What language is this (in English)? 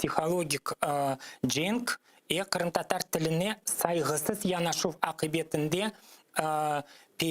Crimean Tatar